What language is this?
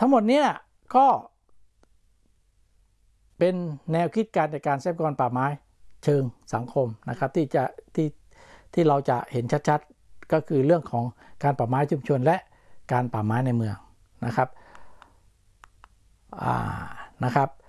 Thai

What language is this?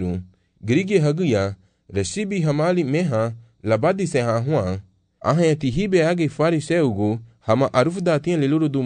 Garifuna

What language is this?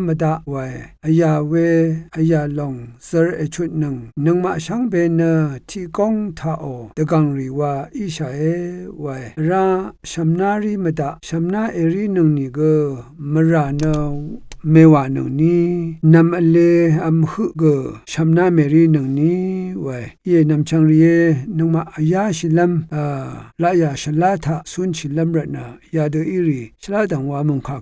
Rawang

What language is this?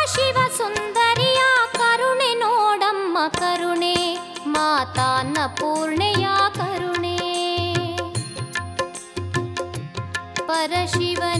Kannada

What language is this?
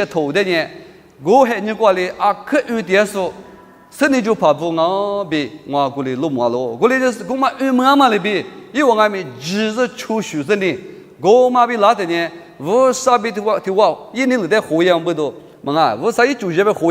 Lisu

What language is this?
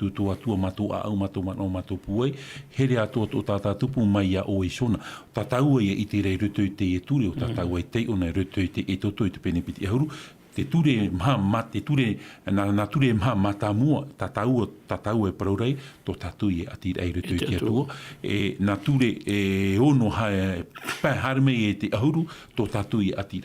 Tahitian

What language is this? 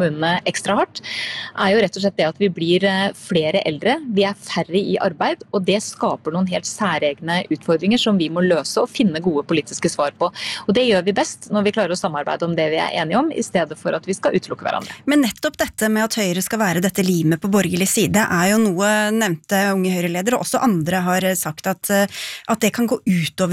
Norwegian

